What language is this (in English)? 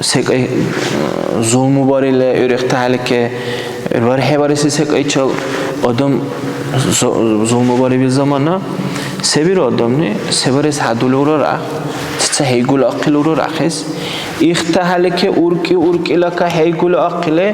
Dargwa